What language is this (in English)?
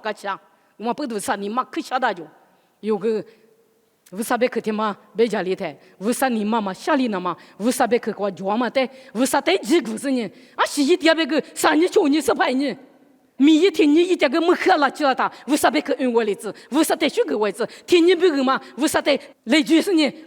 Lisu